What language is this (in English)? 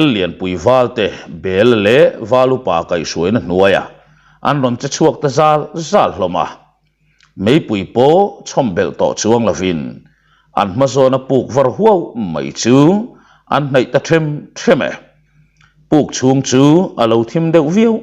Mizo